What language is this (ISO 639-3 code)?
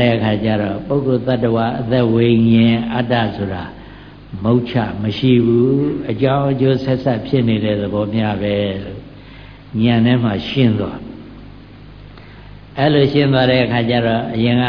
mya